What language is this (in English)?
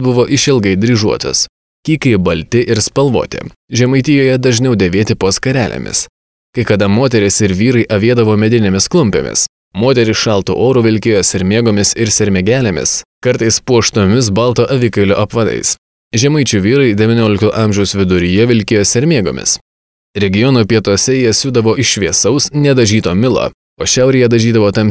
Lithuanian